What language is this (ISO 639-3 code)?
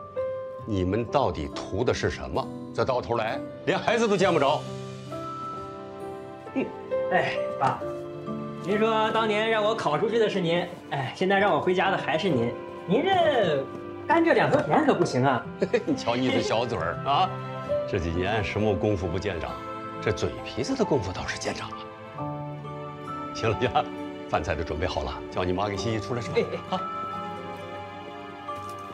zho